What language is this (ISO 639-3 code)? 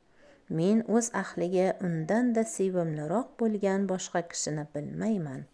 uzb